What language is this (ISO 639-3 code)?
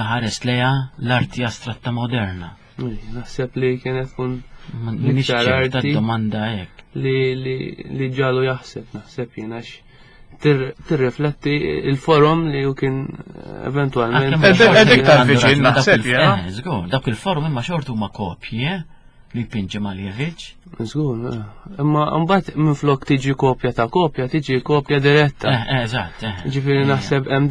mlt